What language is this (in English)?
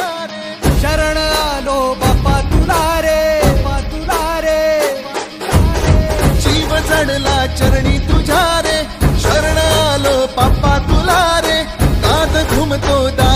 Marathi